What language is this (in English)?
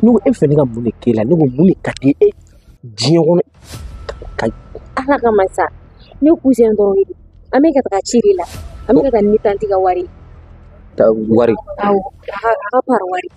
Bambara